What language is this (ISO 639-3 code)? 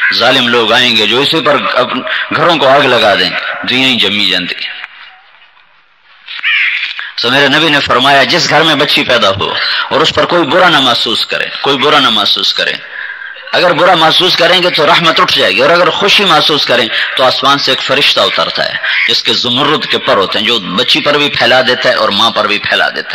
urd